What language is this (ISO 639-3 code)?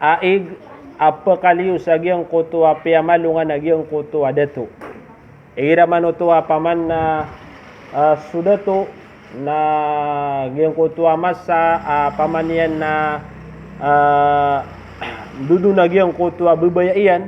mrw